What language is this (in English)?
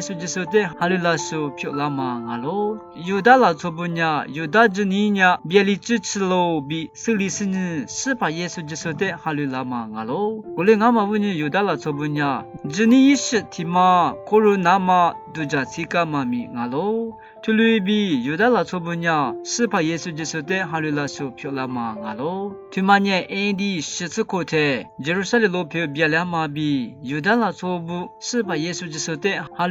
Lisu